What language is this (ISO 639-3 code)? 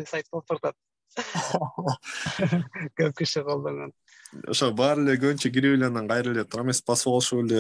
kir